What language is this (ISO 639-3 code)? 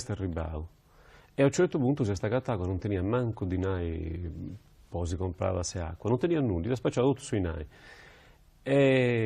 srd